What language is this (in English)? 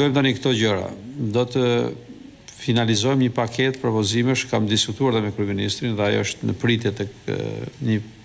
Albanian